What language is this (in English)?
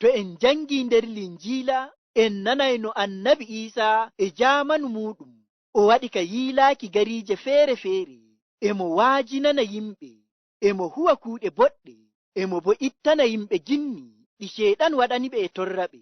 Nigerian Fulfulde